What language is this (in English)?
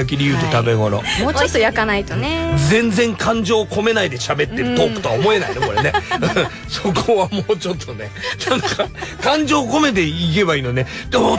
Japanese